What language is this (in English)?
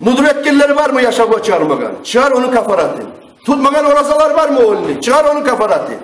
Kumyk